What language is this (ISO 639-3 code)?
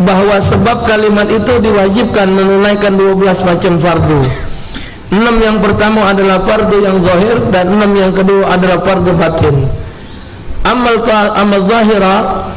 mui